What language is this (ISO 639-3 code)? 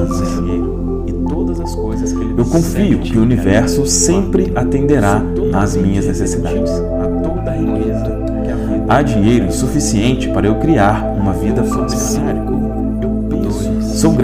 por